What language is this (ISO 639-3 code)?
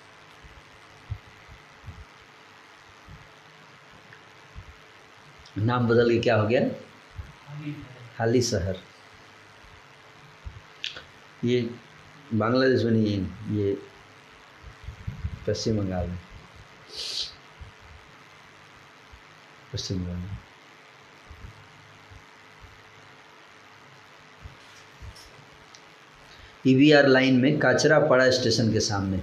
hin